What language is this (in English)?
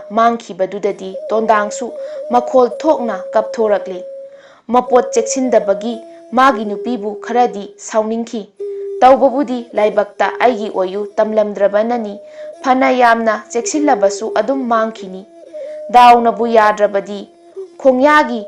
Manipuri